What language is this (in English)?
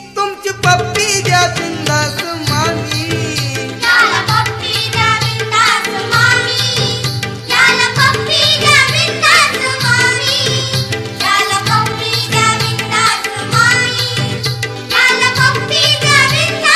Marathi